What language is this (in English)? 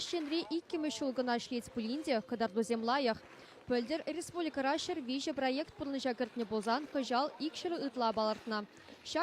Chuvash